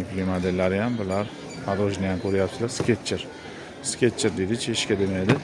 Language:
Uzbek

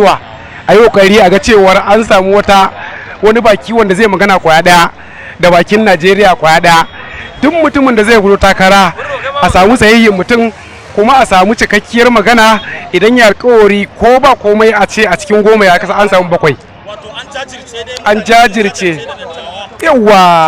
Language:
Hausa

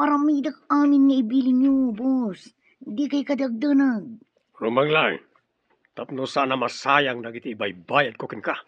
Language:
Iloko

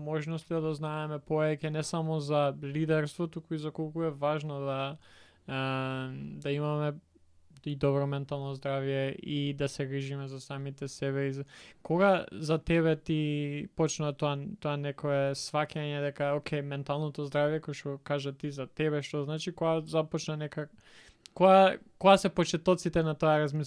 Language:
Macedonian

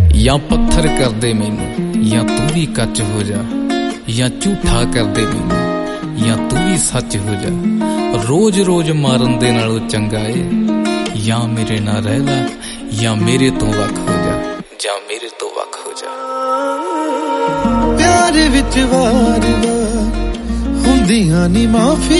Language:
Punjabi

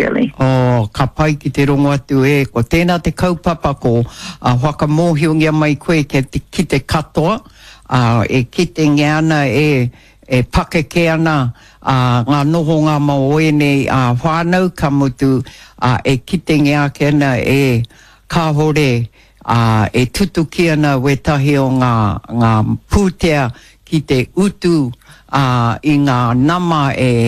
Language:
Māori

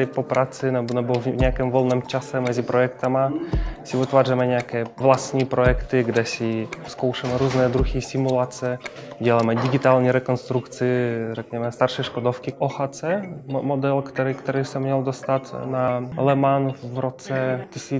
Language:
Czech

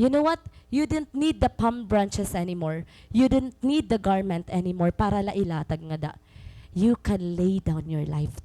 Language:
Waray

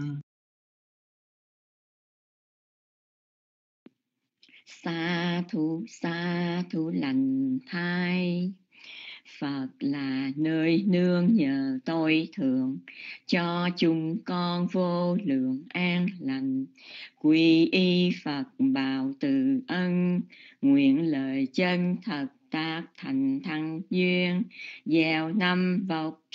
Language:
Vietnamese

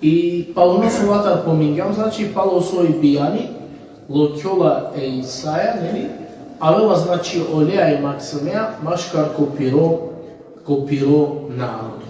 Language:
Balkan Romani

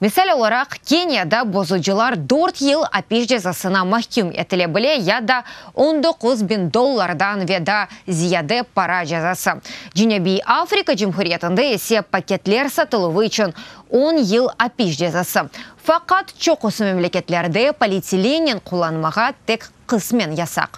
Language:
Crimean Tatar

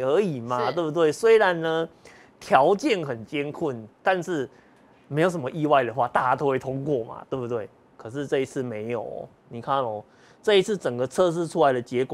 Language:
Chinese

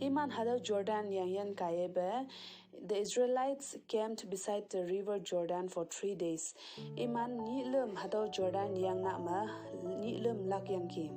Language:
Konyak Naga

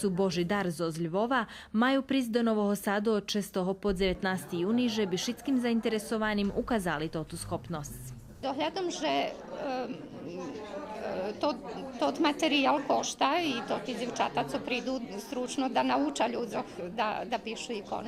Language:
Rusyn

